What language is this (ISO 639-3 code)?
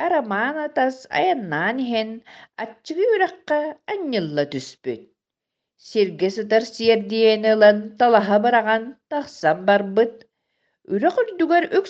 sah